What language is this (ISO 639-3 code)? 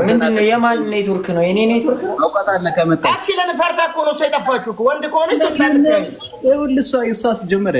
amh